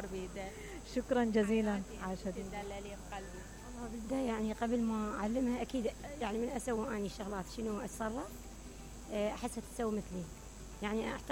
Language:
Mesopotamian Arabic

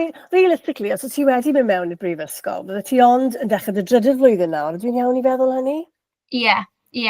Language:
Welsh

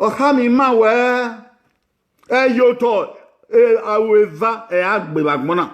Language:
Bini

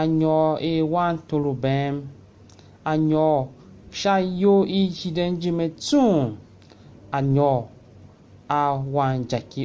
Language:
Tiv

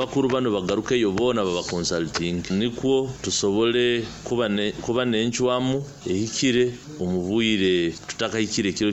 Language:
Nyoro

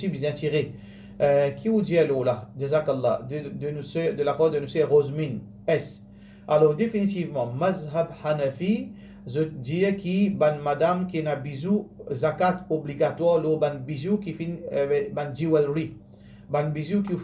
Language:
Morisyen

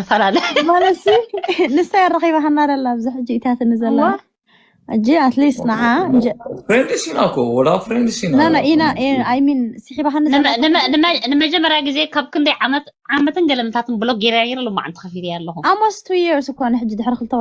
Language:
Tigrinya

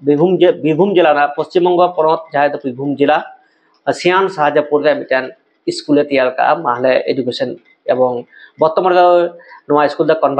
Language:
Santali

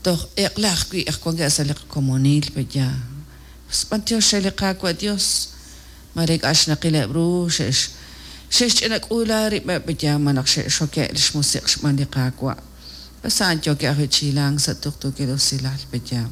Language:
Kekchí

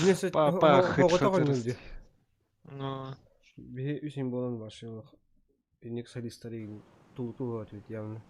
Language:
Yakut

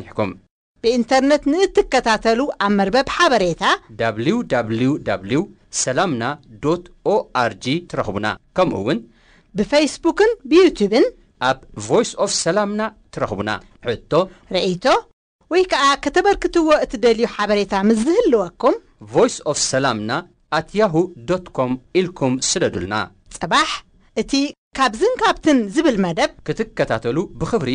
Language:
Tigrinya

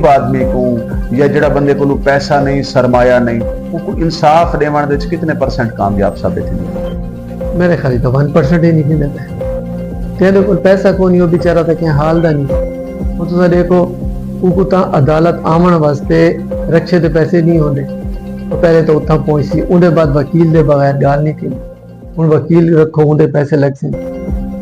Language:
Saraiki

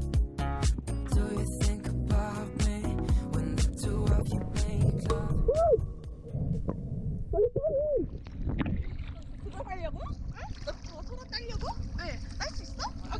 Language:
Korean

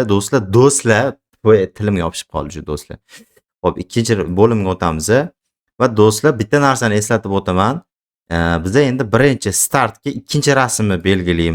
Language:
Uzbek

